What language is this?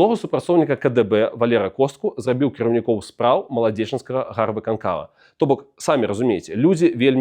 Belarusian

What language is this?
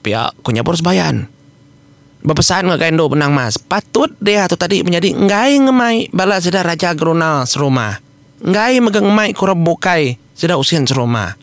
Iban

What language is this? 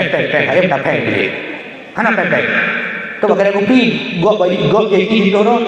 Achinese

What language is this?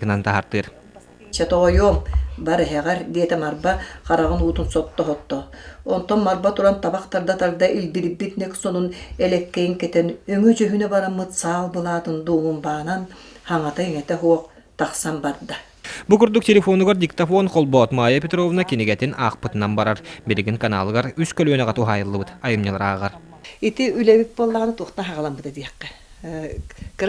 Yakut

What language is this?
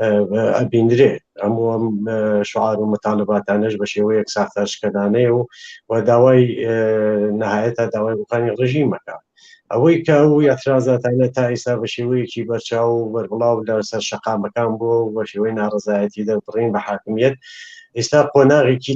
Central Kurdish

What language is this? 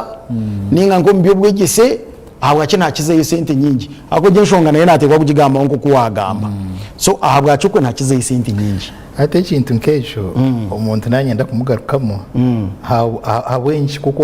Nyankole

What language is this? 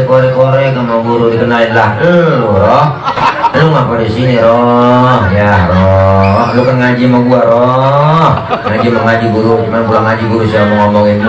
Betawi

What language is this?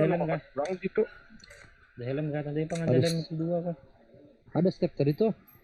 Banjar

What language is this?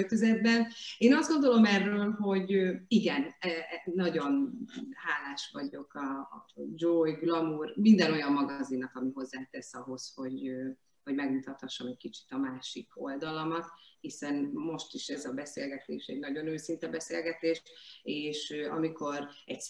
Hungarian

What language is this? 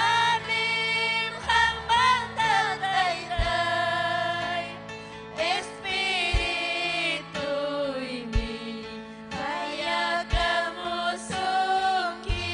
Ayacucho Quechua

